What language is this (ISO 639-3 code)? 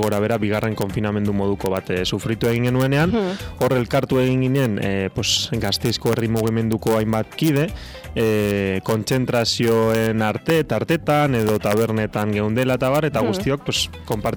eus